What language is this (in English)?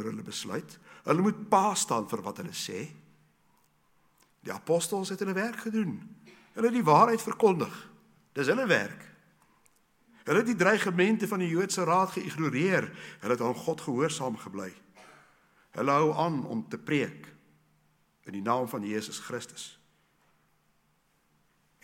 Afrikaans